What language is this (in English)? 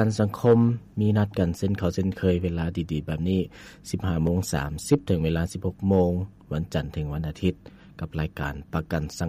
Lao